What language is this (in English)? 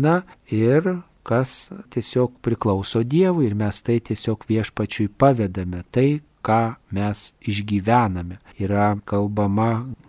Lithuanian